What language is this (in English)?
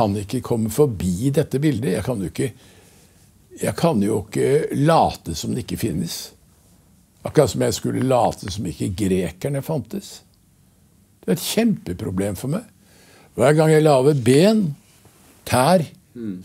Norwegian